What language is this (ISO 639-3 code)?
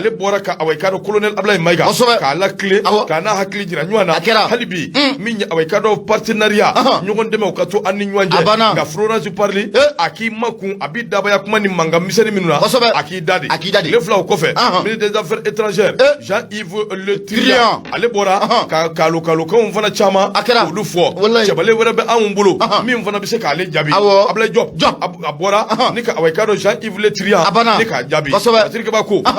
bam